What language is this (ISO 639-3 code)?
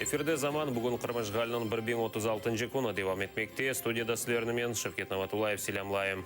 crh